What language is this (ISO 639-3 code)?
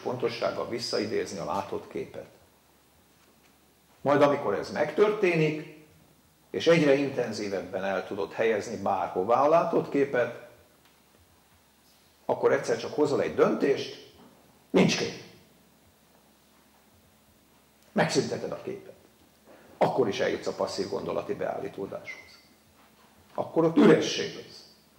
hun